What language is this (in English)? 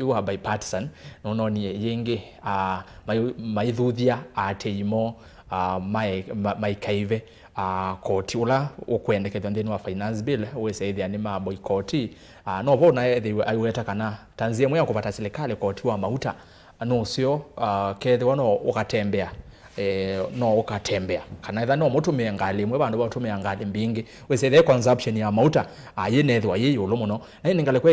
Kamba